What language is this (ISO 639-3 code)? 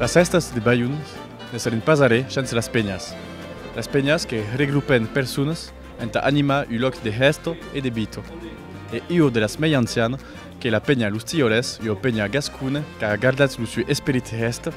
oci